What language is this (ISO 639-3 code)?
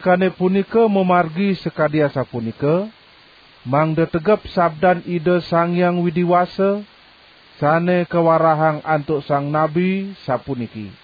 ban